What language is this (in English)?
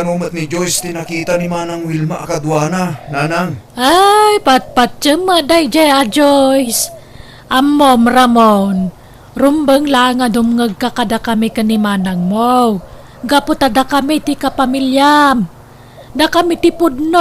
Iloko